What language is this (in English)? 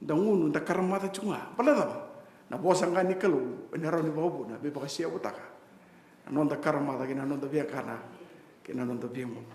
Fijian